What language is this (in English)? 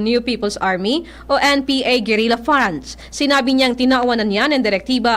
Bikol